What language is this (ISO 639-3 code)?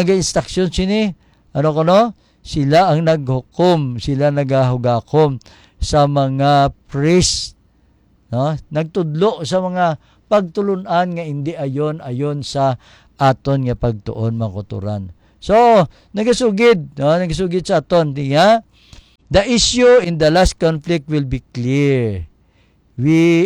hil